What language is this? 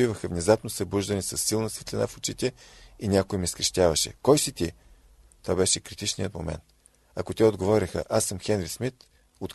Bulgarian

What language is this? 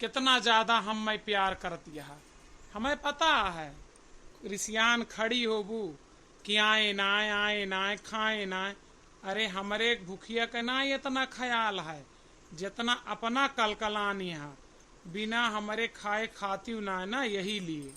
Awadhi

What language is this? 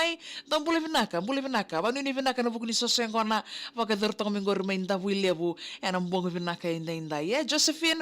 Fijian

